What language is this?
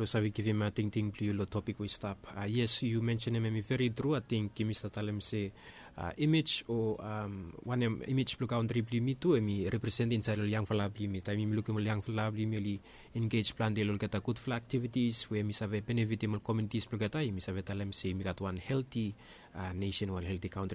Bislama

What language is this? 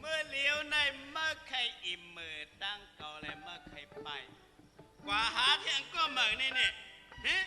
Shan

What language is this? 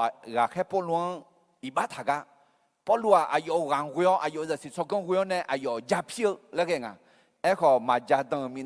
Akha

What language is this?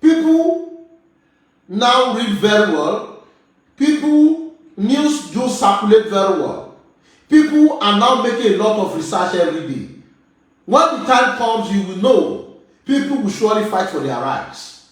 Yoruba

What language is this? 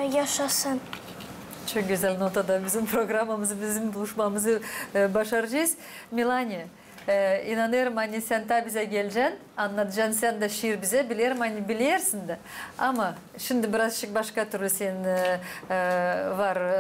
Gagauz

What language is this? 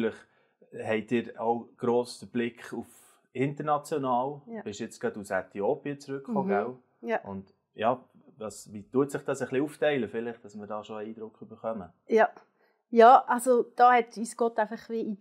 Swiss German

